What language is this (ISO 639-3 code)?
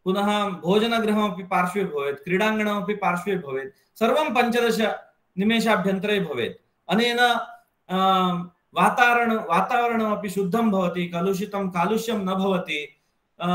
san